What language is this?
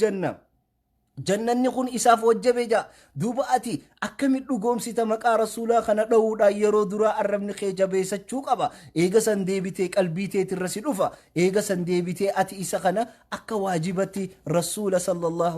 Oromo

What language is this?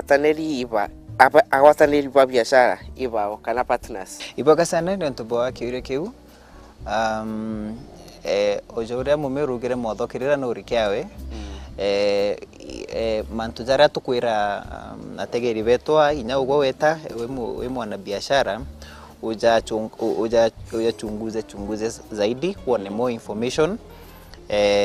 Meru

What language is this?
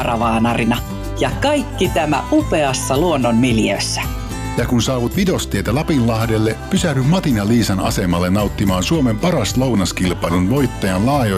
Finnish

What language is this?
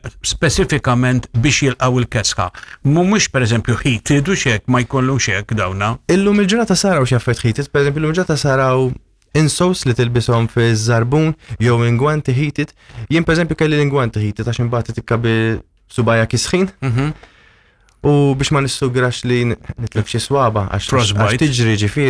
Maltese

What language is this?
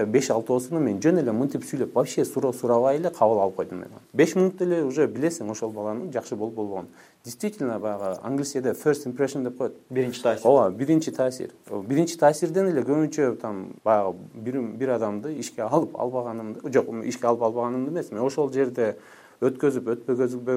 Kyrgyz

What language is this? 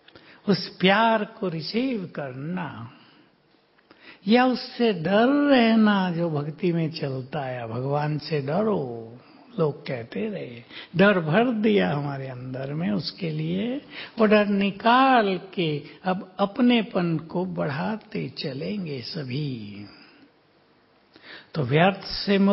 Hindi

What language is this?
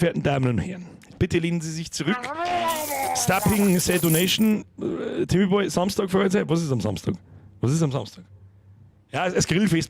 Bavarian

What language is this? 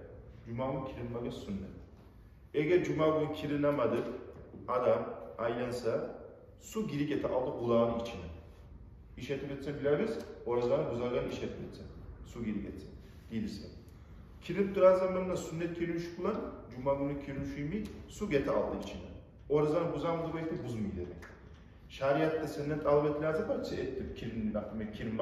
Kumyk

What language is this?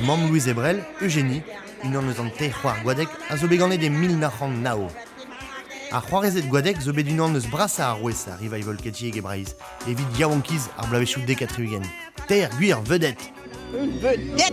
Breton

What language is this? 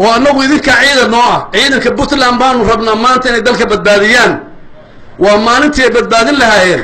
Somali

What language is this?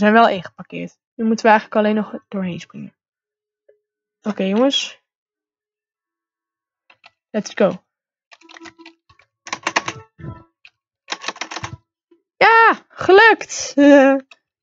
Dutch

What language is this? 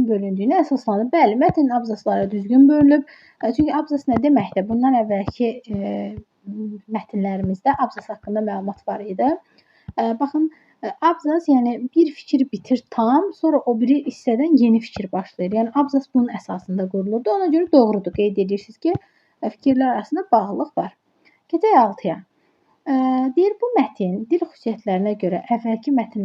Azerbaijani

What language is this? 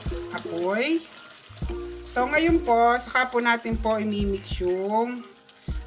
Filipino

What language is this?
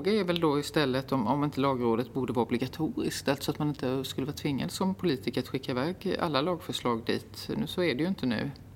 Swedish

